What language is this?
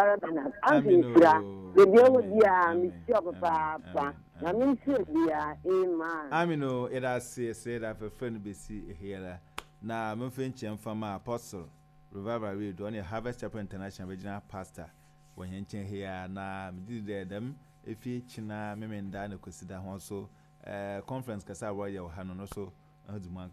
Akan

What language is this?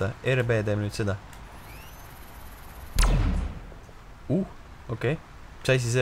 Estonian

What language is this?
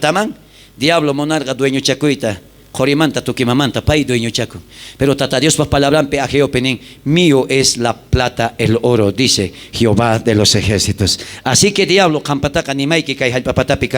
South Bolivian Quechua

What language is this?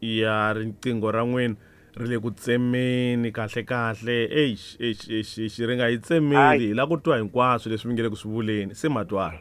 Tsonga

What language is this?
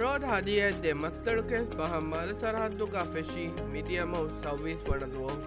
Divehi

